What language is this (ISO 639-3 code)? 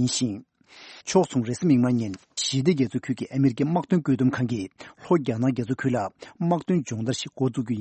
bod